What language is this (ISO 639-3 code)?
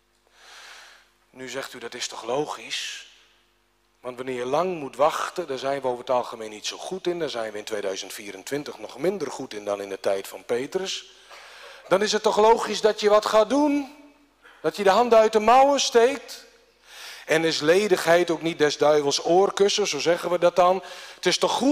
nld